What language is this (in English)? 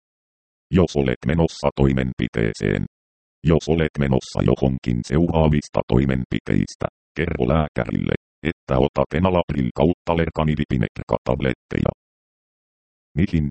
Finnish